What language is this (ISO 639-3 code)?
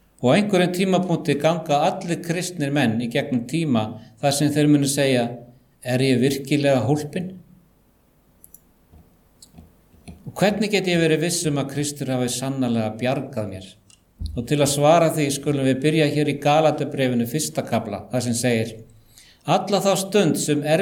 isl